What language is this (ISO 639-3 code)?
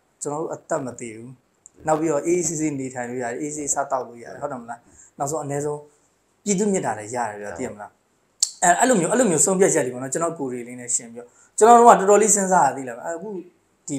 mya